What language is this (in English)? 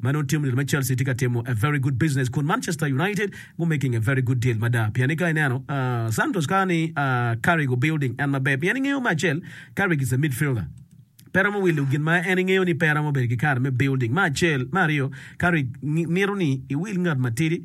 Acoli